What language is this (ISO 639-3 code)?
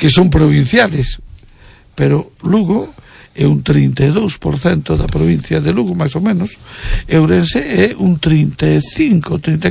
glg